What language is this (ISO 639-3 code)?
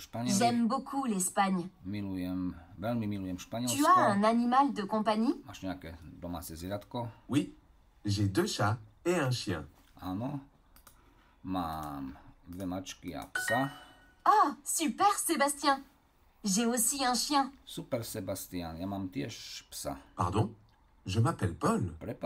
slk